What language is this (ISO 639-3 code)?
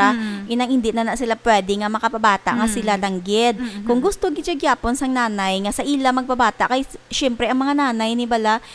hil